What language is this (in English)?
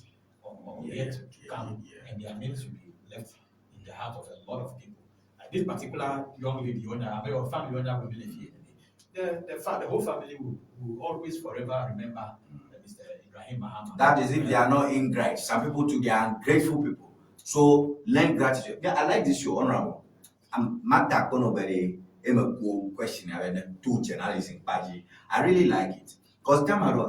Ewe